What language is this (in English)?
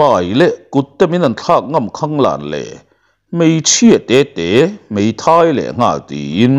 Mizo